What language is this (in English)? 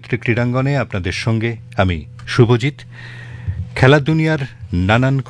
Bangla